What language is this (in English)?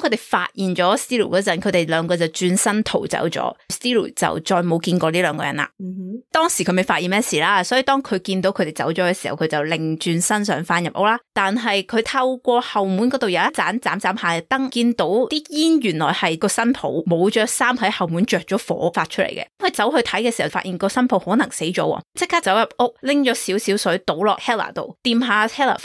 Cantonese